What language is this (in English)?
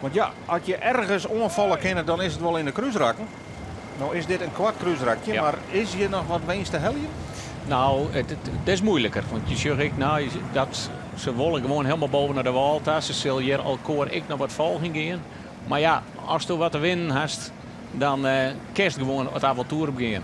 Western Frisian